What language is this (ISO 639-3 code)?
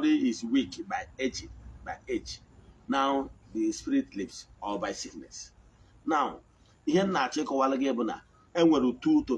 ibo